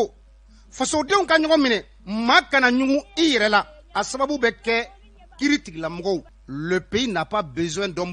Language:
Bambara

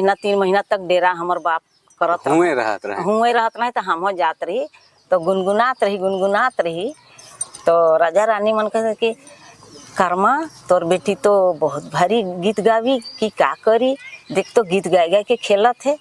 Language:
Sadri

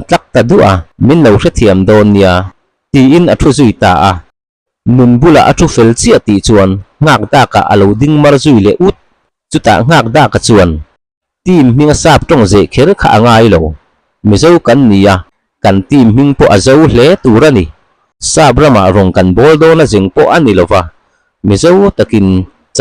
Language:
Mizo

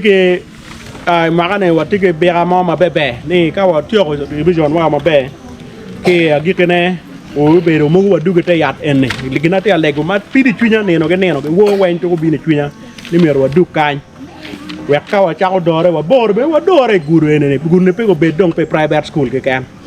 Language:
Acoli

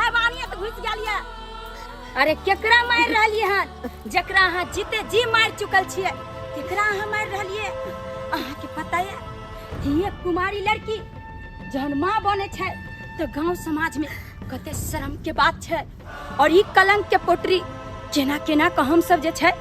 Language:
Maithili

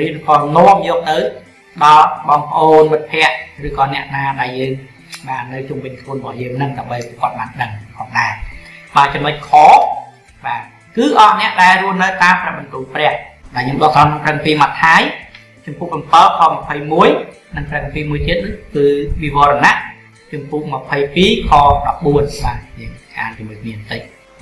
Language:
Khmer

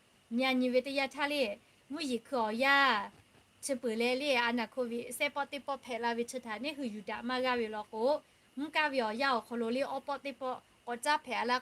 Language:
Lahu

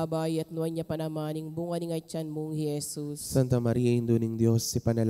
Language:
Pampanga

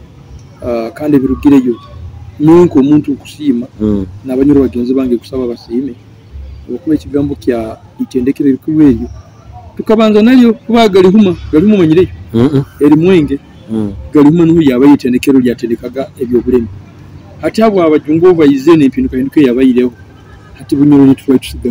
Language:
Nyoro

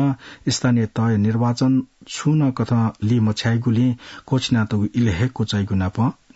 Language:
Newari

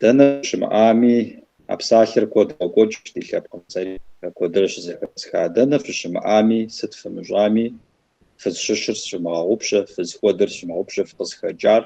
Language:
Kabardian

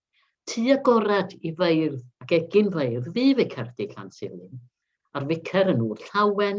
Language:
Welsh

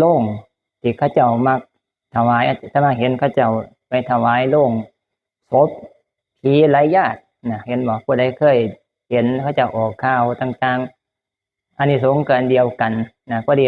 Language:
Northeastern Thai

